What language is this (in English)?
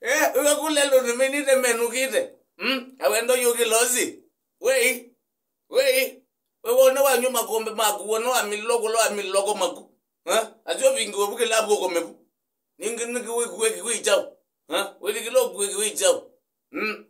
Kamba